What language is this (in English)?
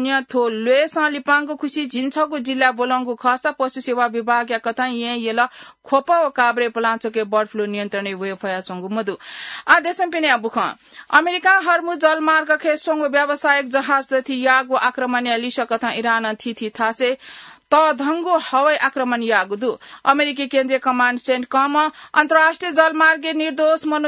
Newari